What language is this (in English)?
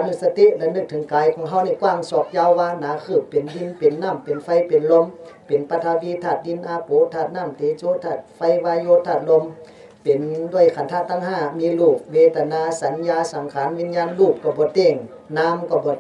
Shan